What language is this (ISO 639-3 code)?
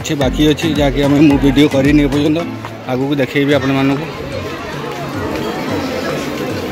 ori